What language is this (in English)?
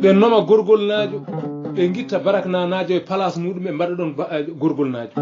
Fula